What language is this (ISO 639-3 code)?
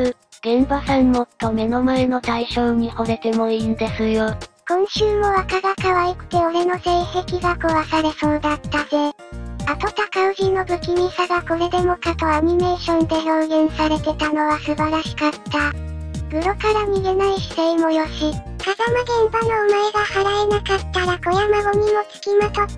jpn